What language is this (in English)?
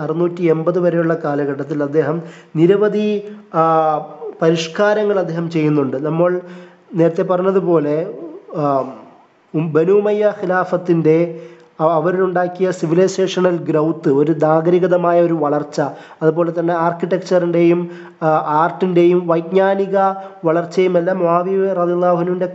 Malayalam